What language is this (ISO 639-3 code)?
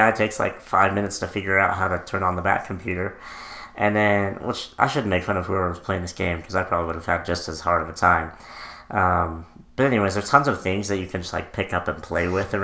eng